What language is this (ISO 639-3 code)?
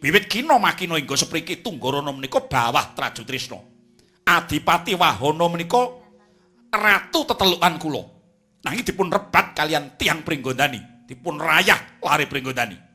jav